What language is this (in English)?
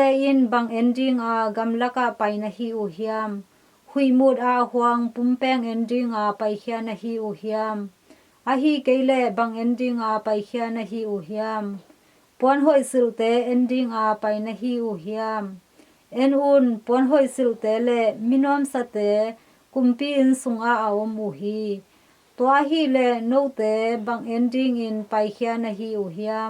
Tedim Chin